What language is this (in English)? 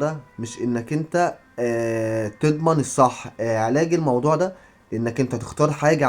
Egyptian Arabic